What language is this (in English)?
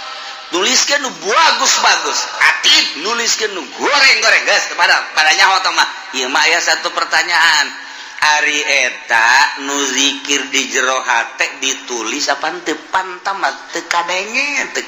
Sundanese